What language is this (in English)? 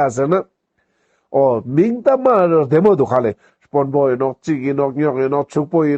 Ladakhi